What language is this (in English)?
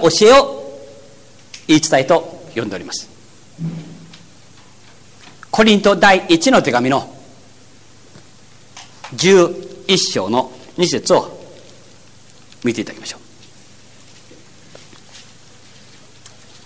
Japanese